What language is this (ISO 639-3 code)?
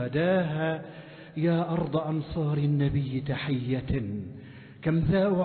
ara